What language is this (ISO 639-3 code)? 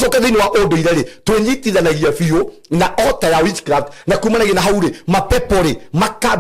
kik